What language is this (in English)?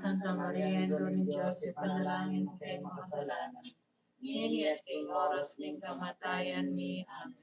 Pampanga